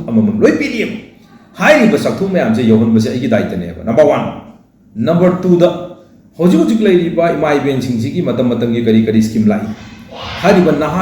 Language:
Manipuri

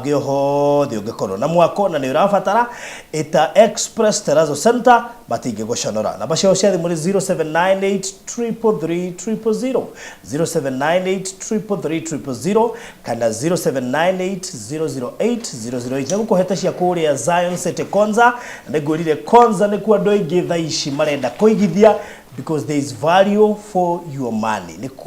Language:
Kikuyu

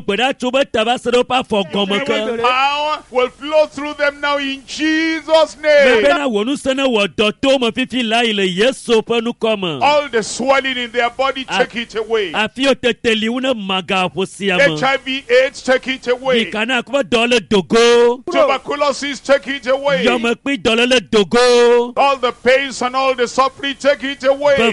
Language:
Ewe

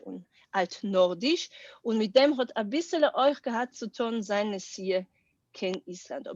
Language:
Yiddish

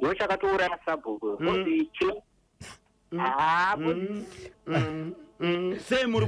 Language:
Shona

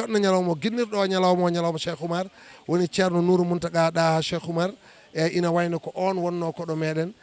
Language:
Fula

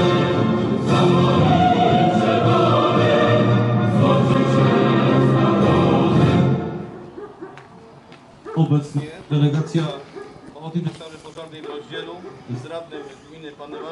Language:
Polish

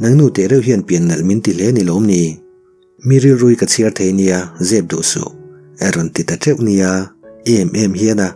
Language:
Mizo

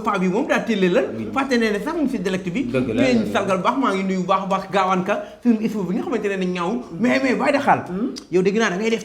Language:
Wolof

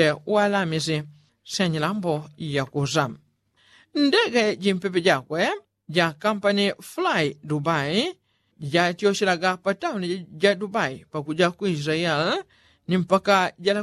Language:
Yao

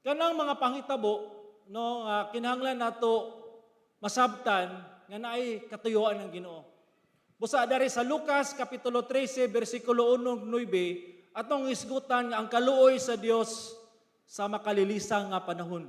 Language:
Cebuano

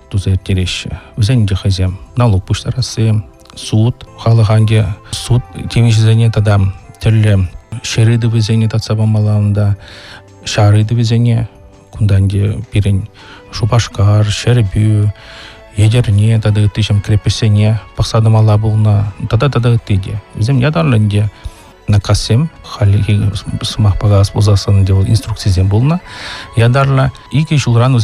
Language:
Chuvash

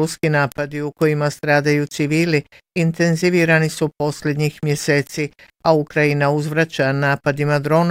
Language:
Bosnian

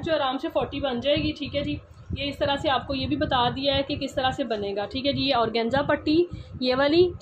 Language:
Hindi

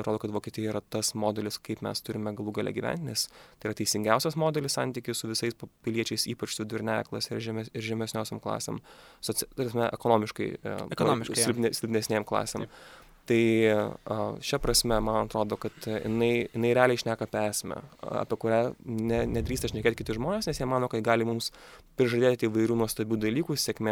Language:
Lithuanian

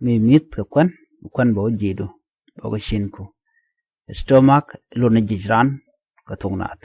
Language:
Nuer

